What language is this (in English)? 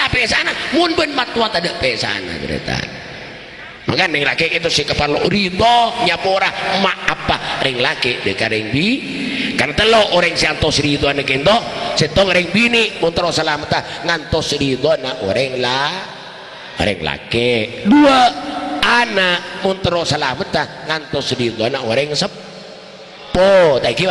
Madurese